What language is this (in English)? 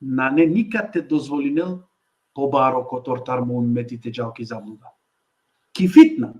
Balkan Romani